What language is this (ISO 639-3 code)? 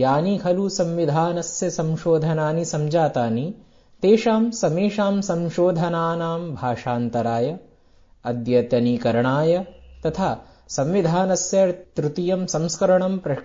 san